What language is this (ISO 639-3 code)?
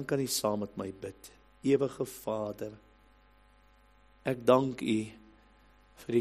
afr